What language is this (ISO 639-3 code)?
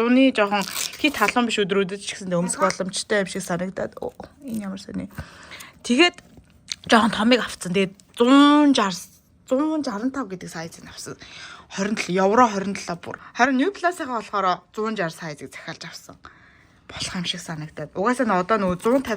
mon